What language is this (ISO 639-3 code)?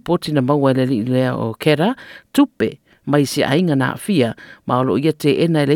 smo